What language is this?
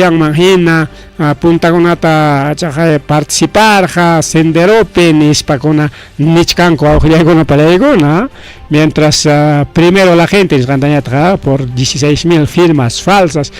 Ayacucho Quechua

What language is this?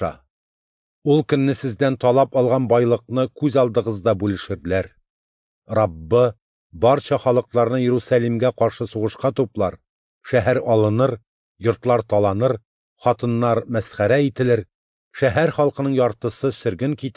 Tatar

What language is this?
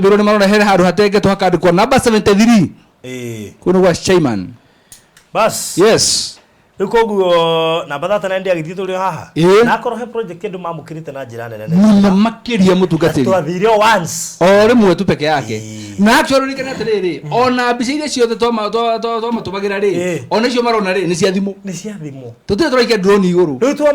Kikuyu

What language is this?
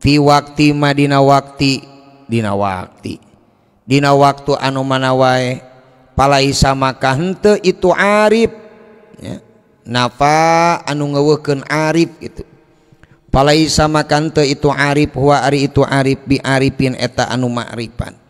Sundanese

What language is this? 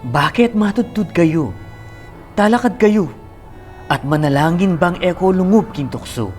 Pampanga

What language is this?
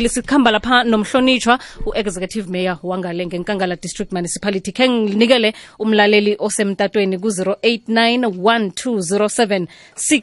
South Ndebele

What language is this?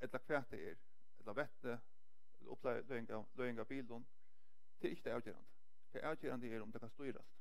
Faroese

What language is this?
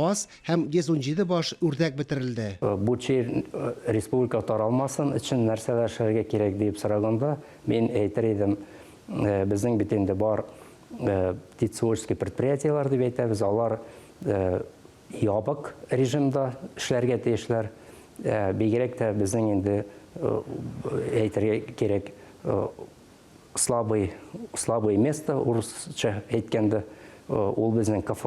Tatar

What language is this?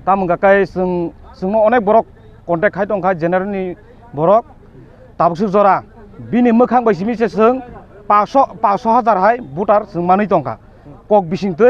Kok Borok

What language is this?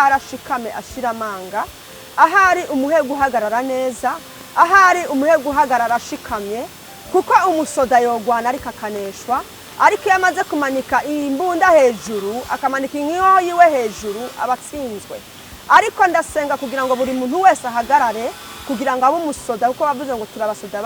Rundi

